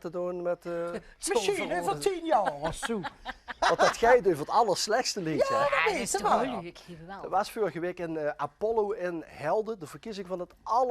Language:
Limburgish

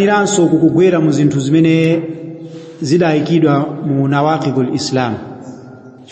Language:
Nyanja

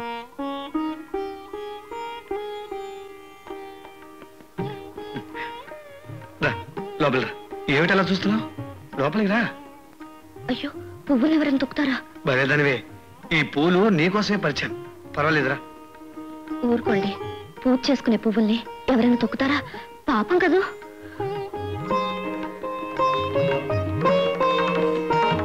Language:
Telugu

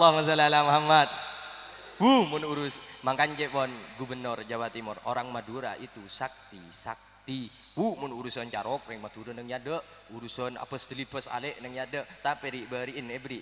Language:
Madurese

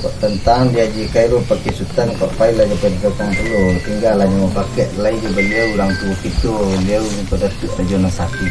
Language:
Minangkabau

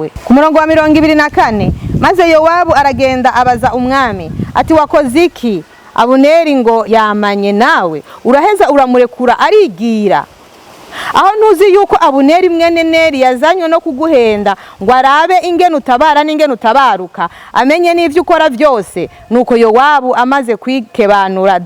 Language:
Rundi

